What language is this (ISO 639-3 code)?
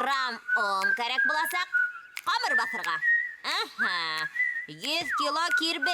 bak